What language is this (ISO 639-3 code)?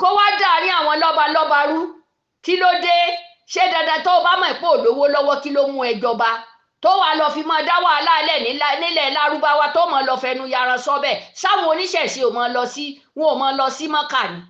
yor